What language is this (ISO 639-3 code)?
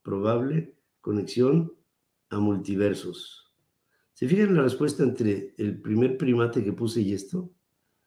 spa